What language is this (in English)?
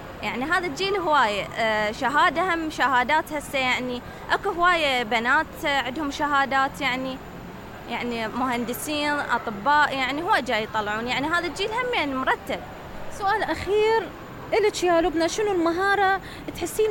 Mesopotamian Arabic